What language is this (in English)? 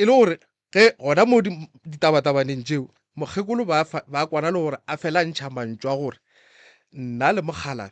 Northern Sotho